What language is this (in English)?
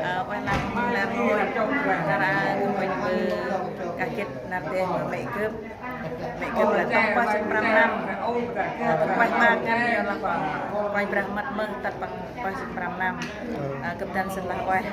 Central Mnong